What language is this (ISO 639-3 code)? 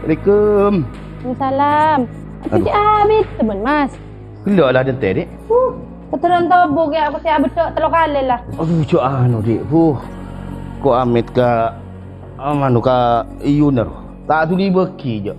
mad